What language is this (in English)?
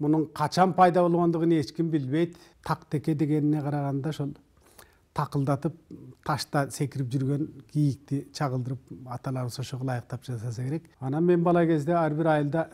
Kyrgyz